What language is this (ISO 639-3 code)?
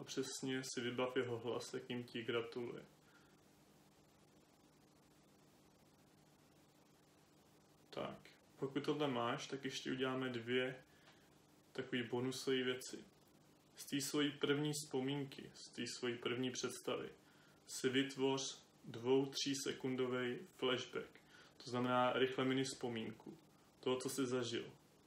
ces